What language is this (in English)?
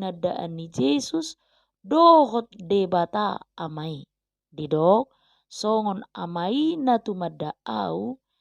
Batak Toba